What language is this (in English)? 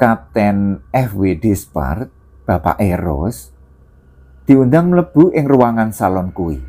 Javanese